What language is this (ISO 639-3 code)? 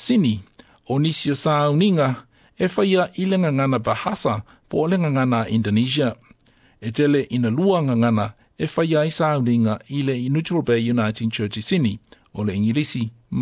smo